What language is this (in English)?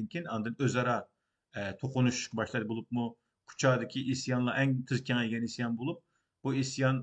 Uyghur